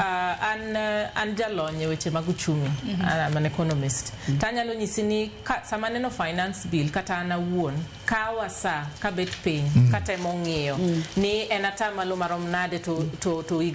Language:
Luo (Kenya and Tanzania)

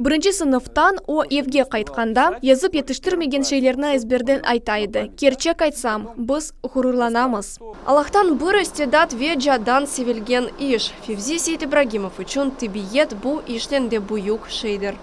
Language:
Crimean Tatar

